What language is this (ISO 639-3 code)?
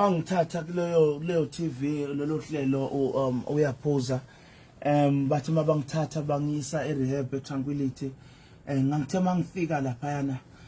zul